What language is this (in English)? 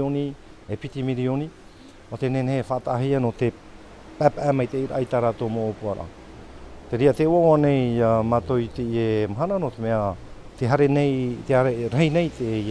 Tahitian